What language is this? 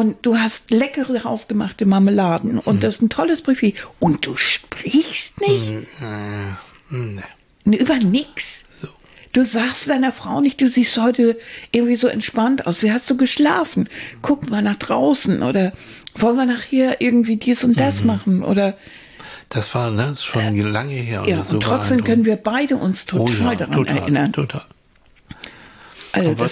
German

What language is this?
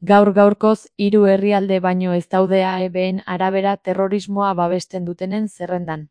Basque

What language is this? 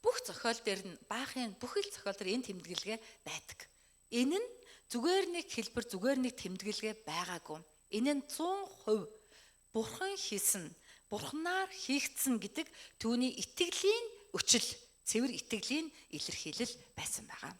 Mongolian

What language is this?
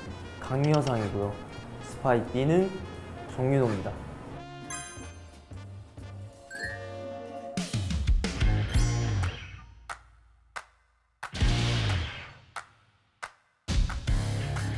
Korean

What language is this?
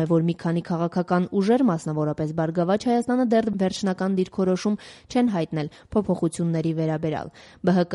Armenian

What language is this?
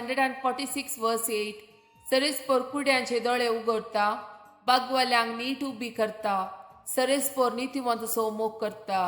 Konkani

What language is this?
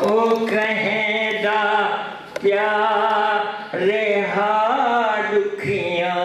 Saraiki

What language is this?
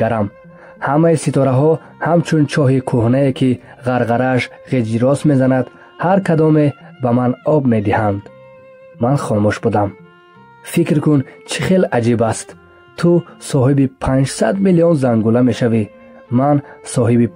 Tajik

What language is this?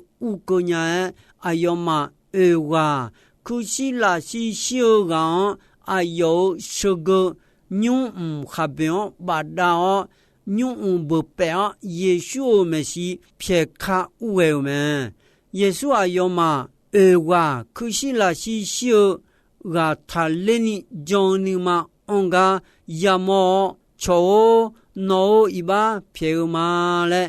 Akha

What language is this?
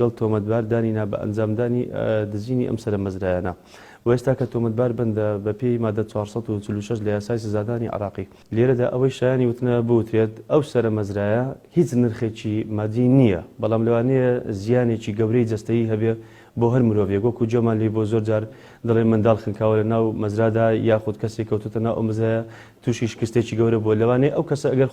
Central Kurdish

